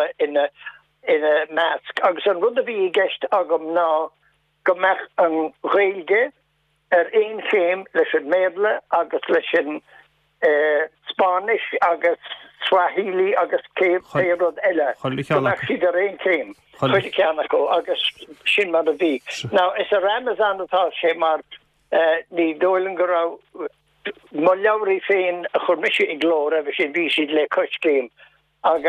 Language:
Irish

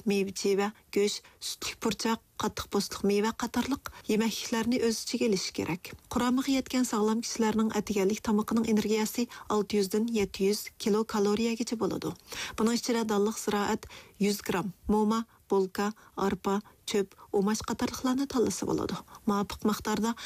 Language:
Uyghur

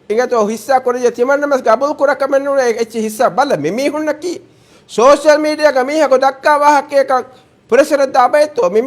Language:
Divehi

